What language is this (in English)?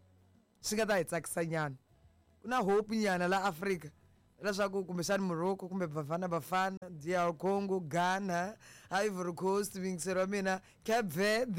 Tsonga